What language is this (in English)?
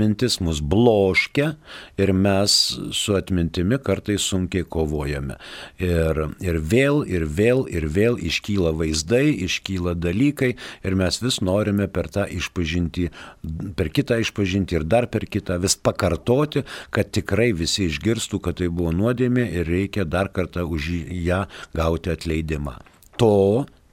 Lithuanian